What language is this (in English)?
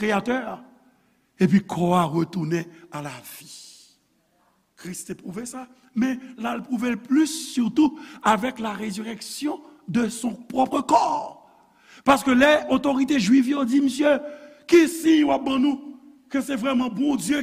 Haitian Creole